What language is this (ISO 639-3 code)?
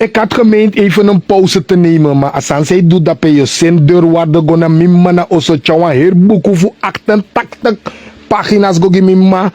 srn